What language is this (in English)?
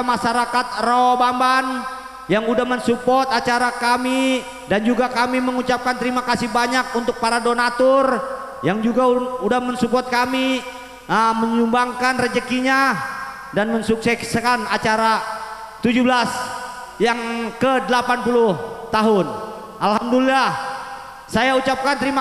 Betawi